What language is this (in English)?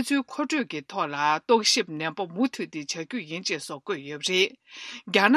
Tibetan